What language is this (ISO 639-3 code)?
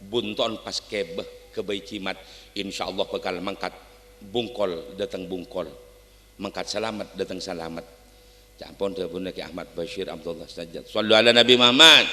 mad